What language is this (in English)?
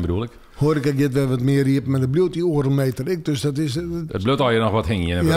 Western Frisian